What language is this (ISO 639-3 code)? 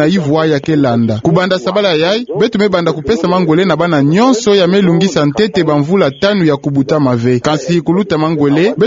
ktu